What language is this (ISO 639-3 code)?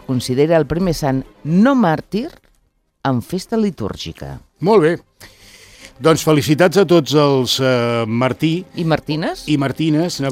cat